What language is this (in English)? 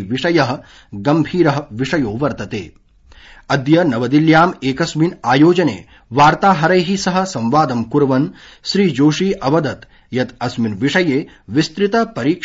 Sanskrit